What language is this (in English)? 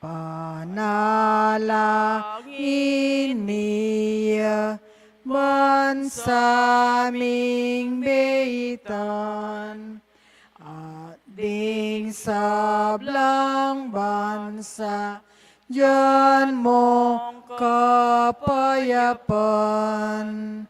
Pampanga